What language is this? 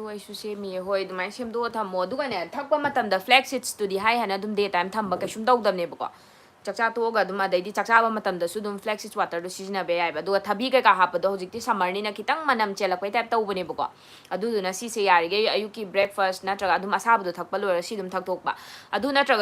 Manipuri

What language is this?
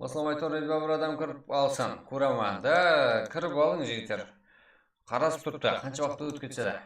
Kara-Kalpak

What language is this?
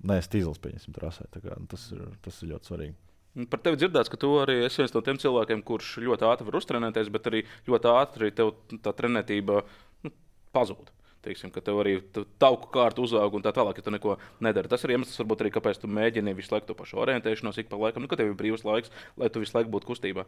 Latvian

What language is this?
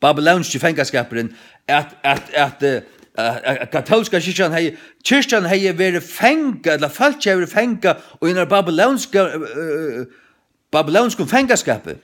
Faroese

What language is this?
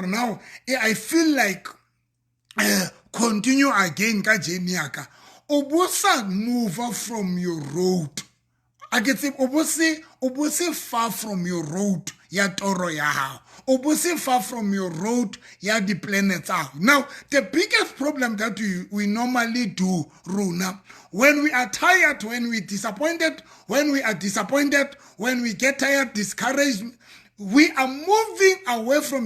Southern Sotho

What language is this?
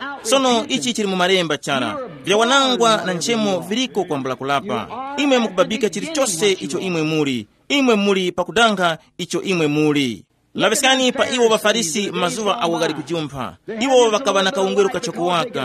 Tumbuka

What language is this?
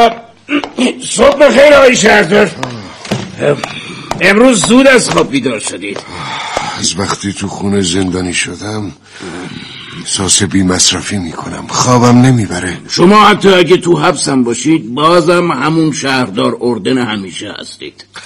Persian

